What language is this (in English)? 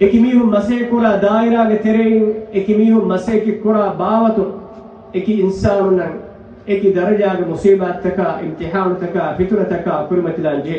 Divehi